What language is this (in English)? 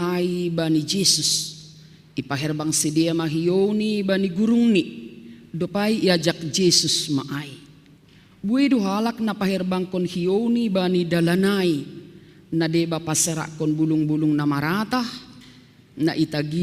Batak Simalungun